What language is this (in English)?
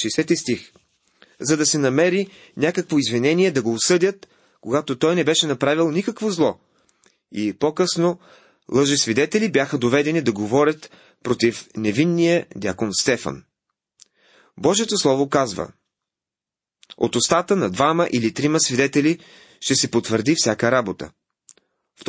Bulgarian